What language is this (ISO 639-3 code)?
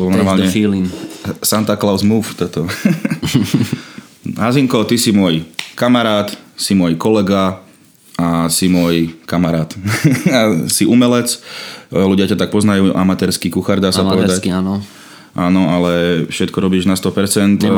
slk